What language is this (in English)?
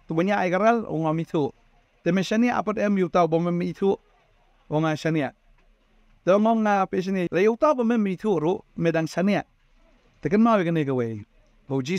Khasi